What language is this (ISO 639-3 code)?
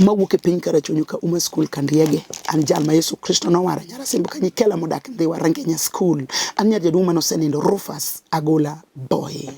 luo